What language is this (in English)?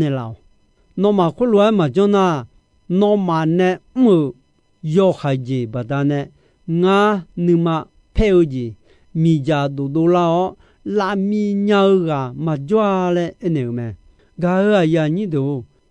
Akha